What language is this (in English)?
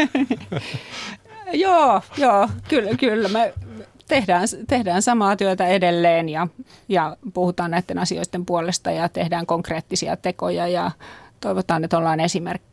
Finnish